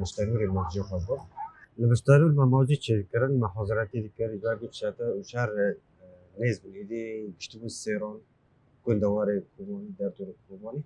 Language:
Kurdish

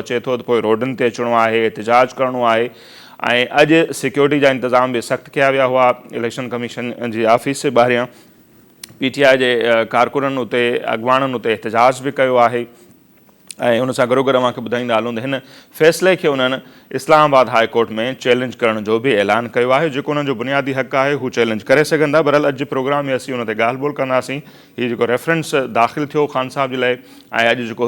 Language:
Sindhi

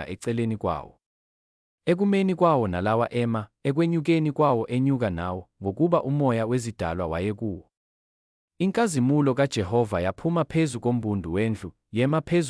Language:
Zulu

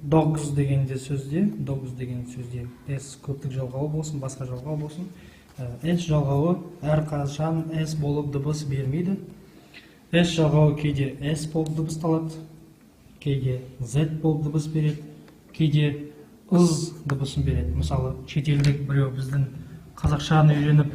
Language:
Kazakh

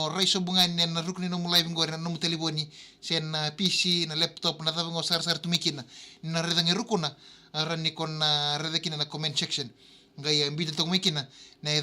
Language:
Fijian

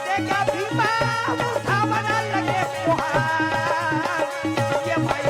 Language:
Chhattisgarhi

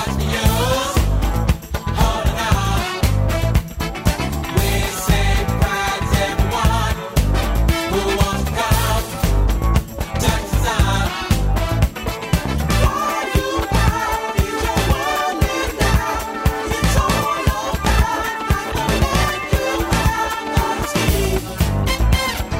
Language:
Dutch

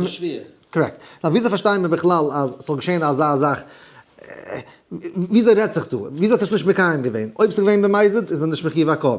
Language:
Yiddish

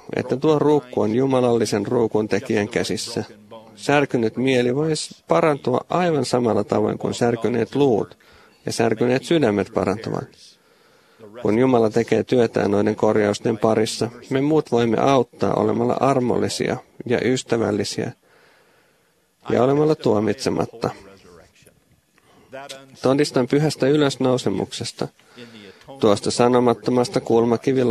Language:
Finnish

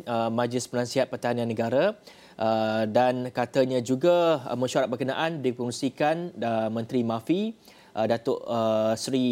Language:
Malay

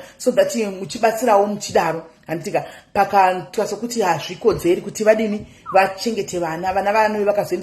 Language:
Shona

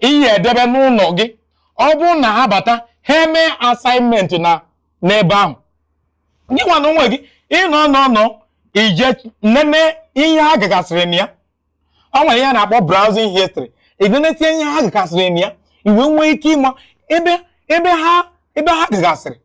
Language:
Igbo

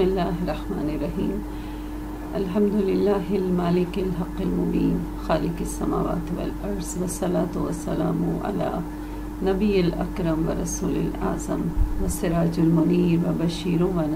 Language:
Urdu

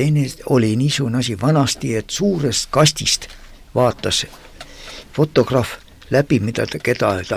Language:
Estonian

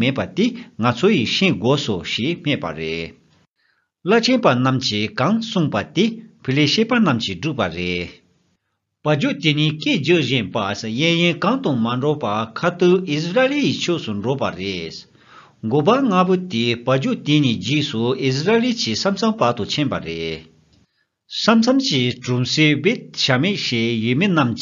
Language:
Tibetan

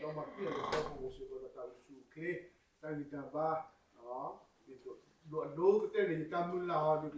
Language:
S'gaw Karen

